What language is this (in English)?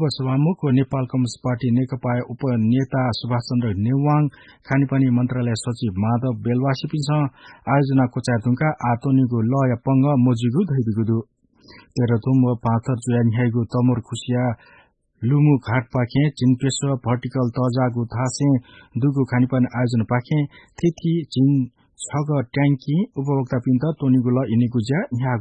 Newari